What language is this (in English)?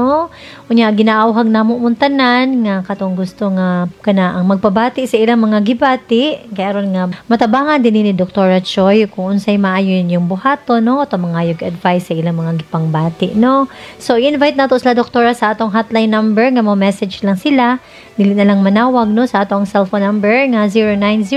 Cebuano